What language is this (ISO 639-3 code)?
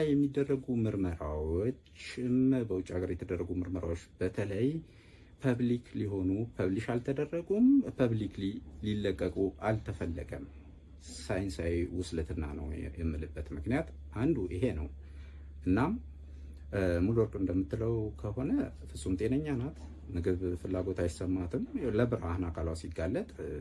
amh